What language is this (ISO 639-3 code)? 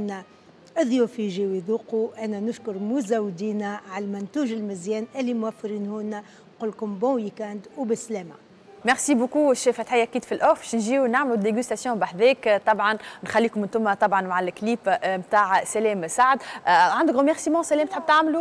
aeb